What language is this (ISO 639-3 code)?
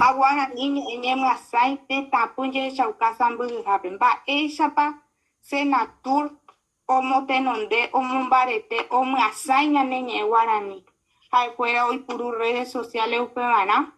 grn